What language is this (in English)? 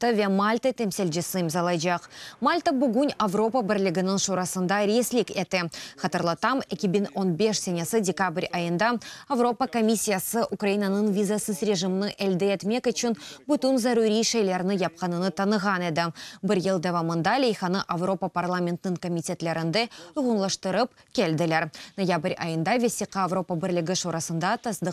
Crimean Tatar